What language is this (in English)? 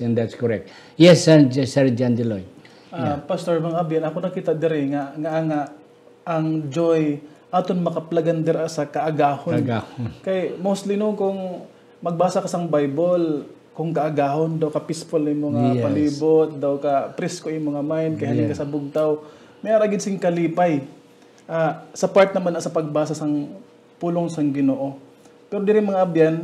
Hiligaynon